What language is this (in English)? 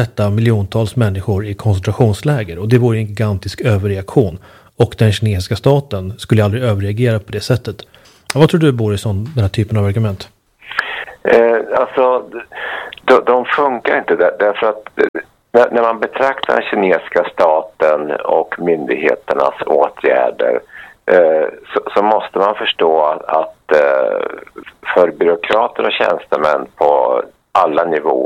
Swedish